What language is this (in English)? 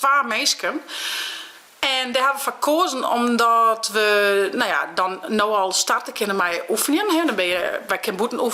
Western Frisian